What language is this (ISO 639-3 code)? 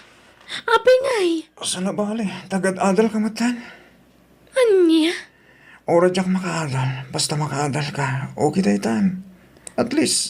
ilo